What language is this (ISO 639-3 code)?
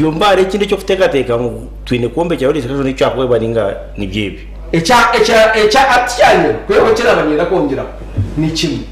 nyn